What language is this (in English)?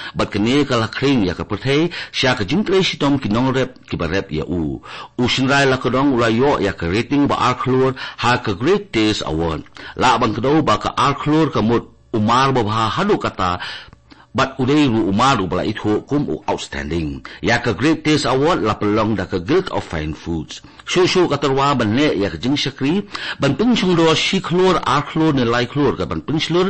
Khasi